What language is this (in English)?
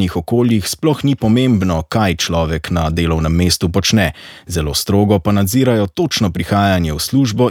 Slovenian